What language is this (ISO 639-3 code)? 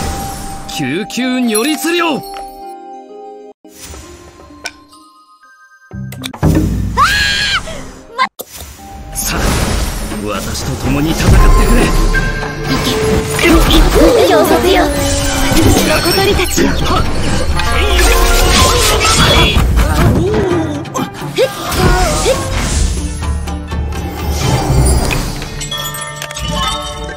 jpn